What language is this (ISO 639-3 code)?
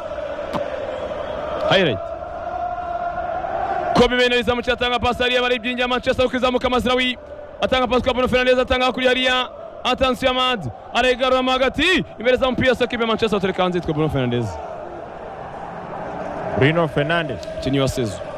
kin